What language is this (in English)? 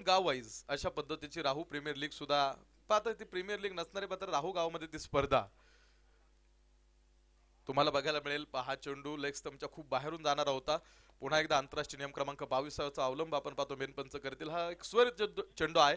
Marathi